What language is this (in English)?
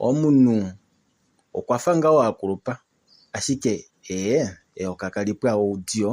Kuanyama